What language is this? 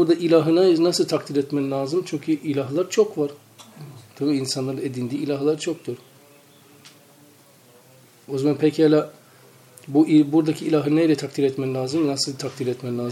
Turkish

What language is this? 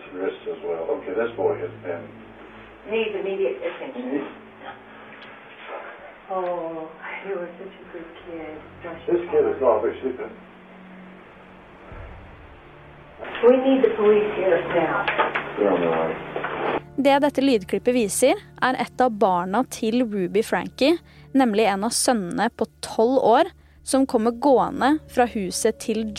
Norwegian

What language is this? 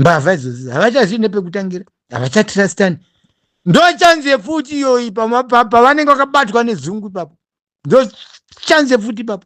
Shona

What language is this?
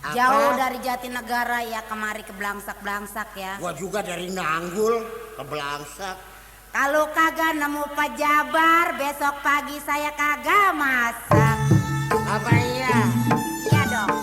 Betawi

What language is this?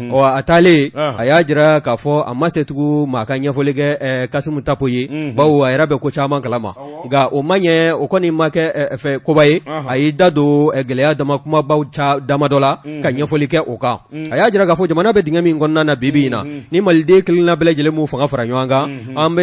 Bambara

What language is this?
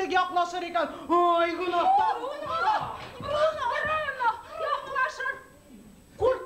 Bashkir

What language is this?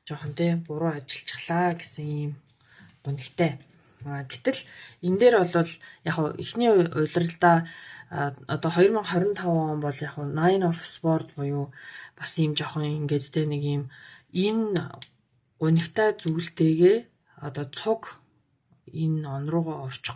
Mongolian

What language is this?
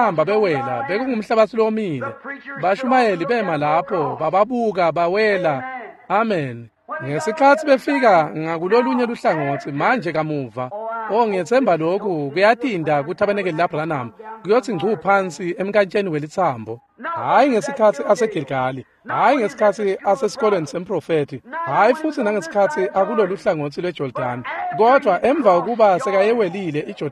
Swati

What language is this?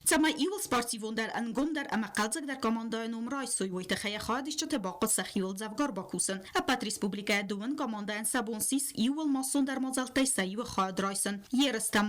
Ossetic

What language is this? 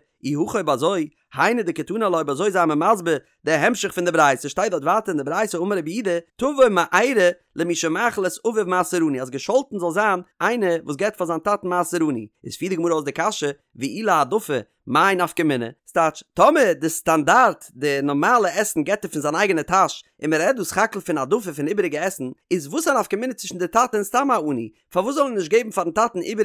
Yiddish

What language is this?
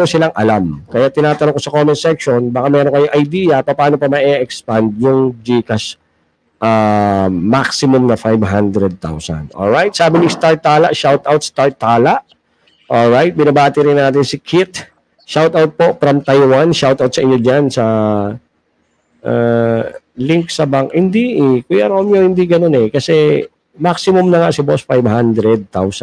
Filipino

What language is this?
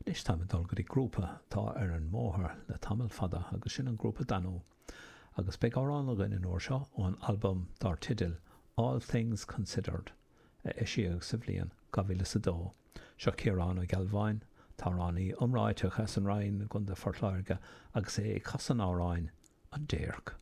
Irish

